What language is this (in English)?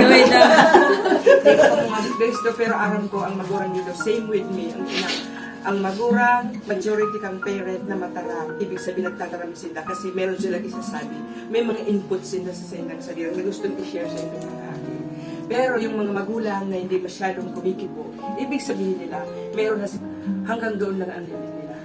Bikol